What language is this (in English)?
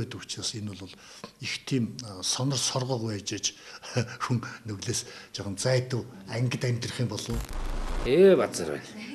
Mongolian